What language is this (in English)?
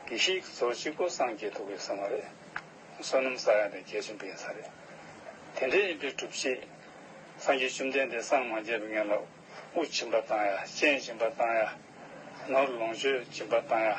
Tibetan